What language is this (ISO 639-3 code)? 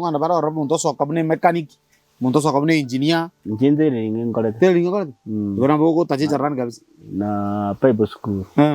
guz